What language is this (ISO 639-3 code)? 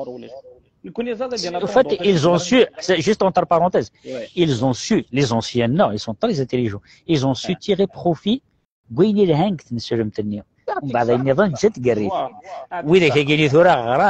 kab